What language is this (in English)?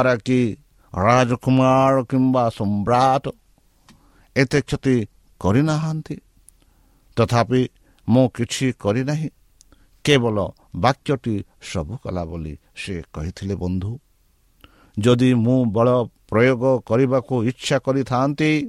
Odia